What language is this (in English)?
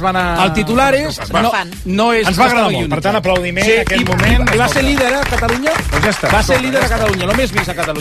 Catalan